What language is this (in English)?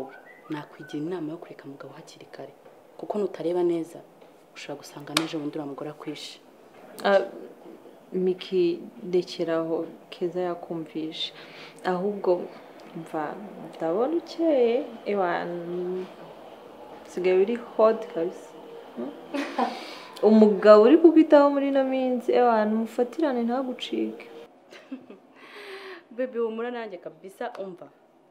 Kinyarwanda